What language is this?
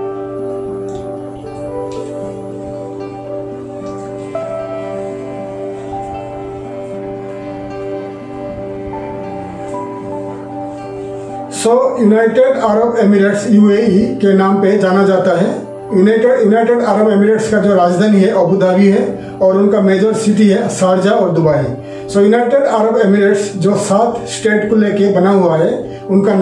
Hindi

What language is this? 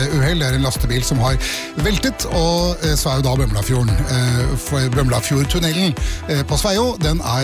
Norwegian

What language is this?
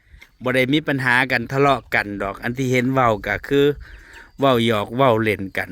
Northeastern Thai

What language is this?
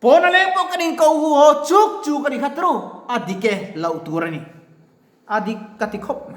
Mizo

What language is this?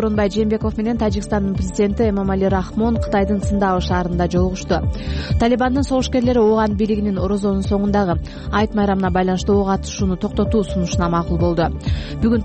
Kyrgyz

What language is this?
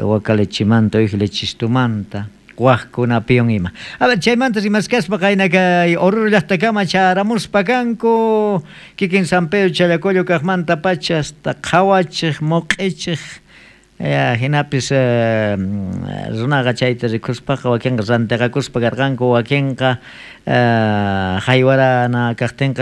South Bolivian Quechua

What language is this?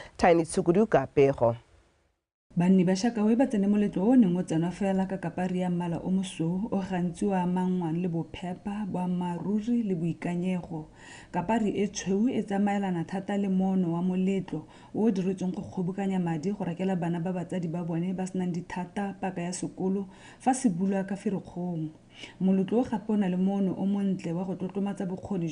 Tswana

